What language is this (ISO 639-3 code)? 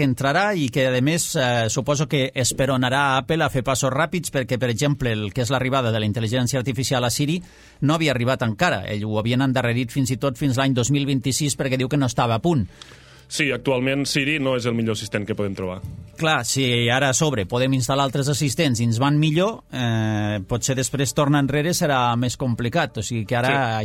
cat